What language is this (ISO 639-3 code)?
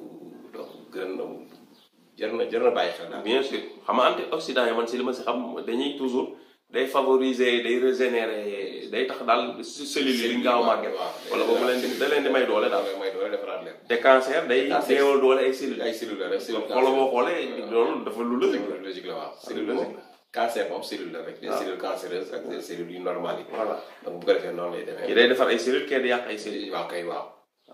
wol